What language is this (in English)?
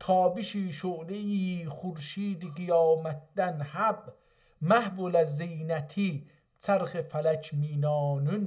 South Azerbaijani